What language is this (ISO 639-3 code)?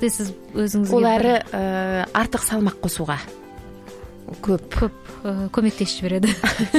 kaz